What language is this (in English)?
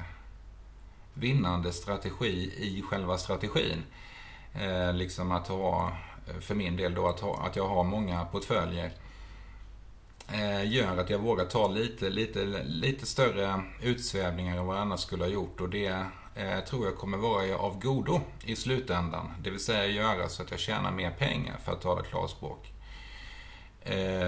Swedish